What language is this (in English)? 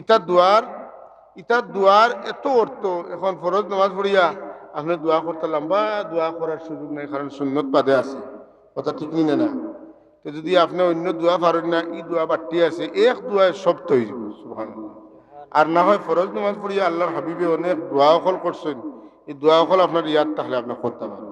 Sylheti